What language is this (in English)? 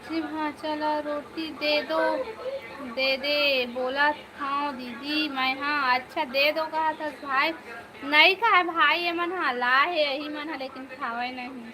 Chhattisgarhi